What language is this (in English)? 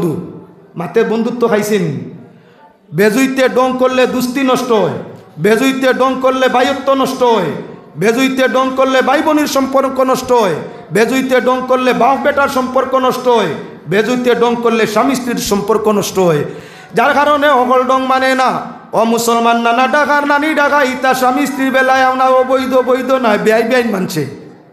Sylheti